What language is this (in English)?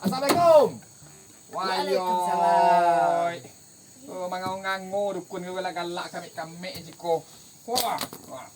Minangkabau